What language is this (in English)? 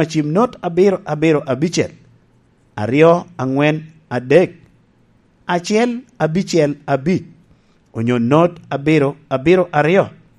Lango (Uganda)